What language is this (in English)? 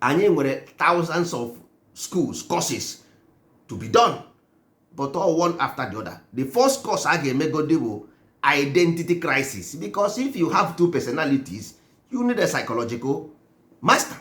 Igbo